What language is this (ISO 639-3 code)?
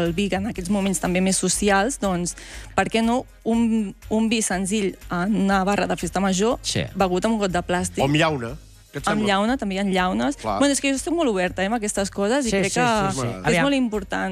cat